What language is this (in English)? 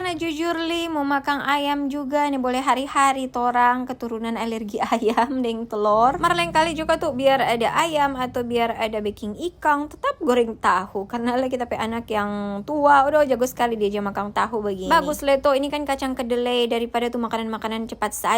Manado Malay